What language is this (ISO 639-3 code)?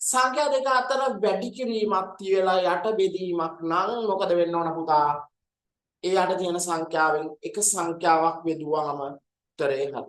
sin